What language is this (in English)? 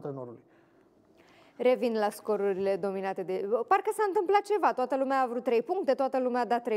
Romanian